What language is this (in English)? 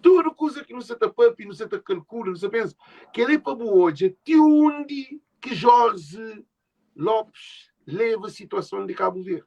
Kabuverdianu